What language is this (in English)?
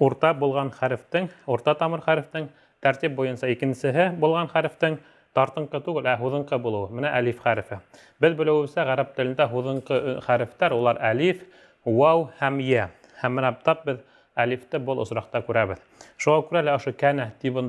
Bashkir